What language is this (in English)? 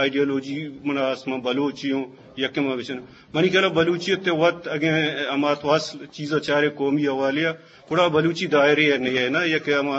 Eastern Balochi